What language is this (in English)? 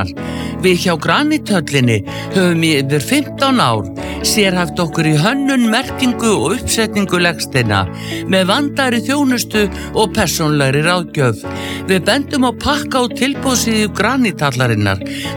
Icelandic